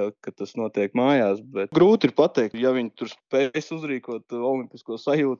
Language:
Latvian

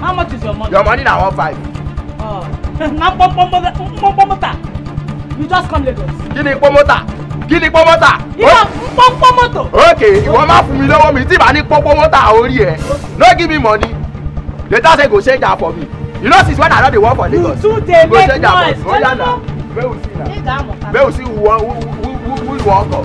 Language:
Nigerian Pidgin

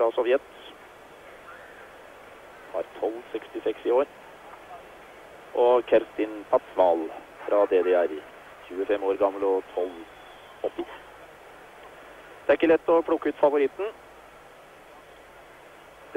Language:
Norwegian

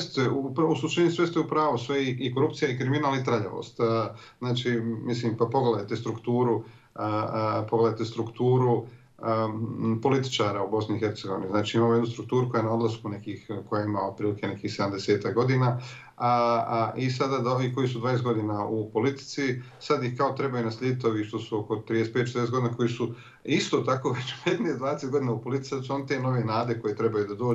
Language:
Bosnian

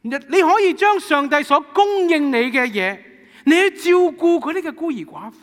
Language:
Cantonese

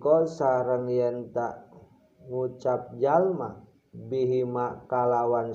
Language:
Sundanese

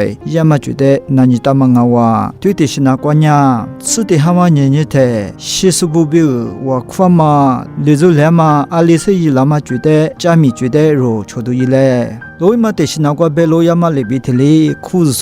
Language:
Lisu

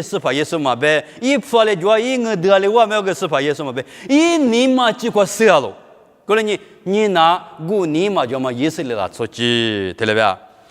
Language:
Lisu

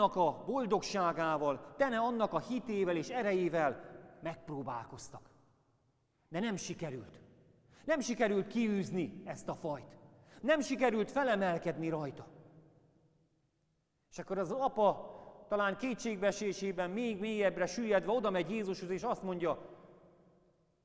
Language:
Hungarian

